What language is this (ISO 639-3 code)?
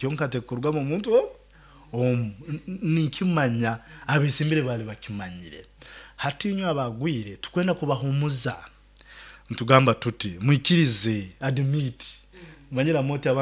nyo